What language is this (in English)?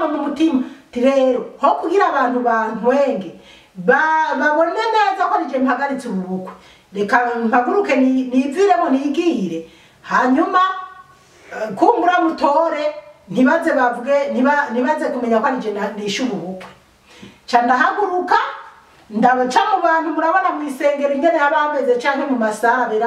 Rundi